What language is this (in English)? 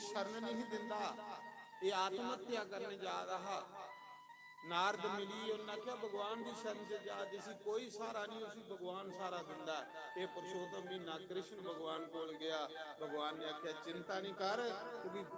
Dogri